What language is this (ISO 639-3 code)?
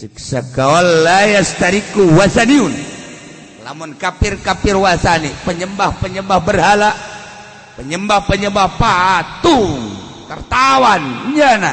sun